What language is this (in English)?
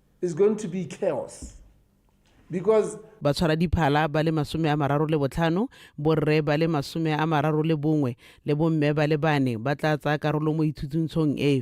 Tswana